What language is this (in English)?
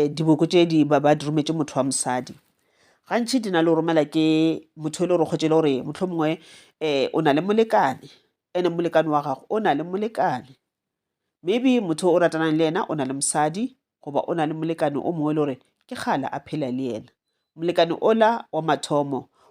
Northern Sotho